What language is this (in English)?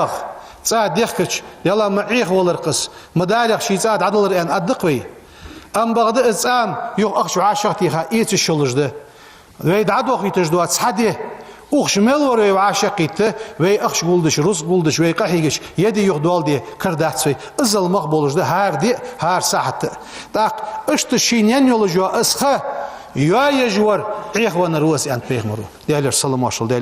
Ingush